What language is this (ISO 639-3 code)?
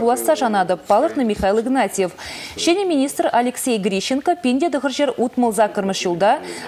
chv